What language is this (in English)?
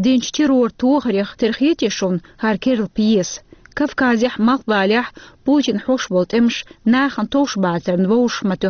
Chechen